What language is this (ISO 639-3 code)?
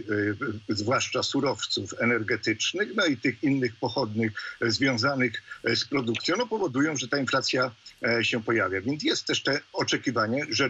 pol